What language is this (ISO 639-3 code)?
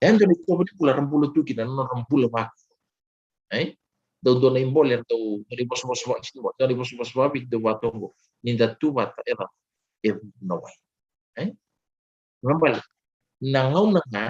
fij